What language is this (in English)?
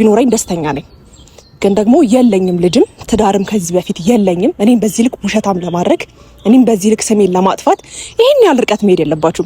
Amharic